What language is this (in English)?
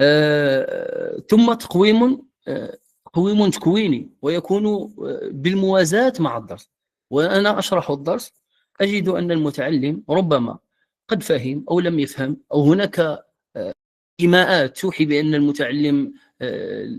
Moroccan Arabic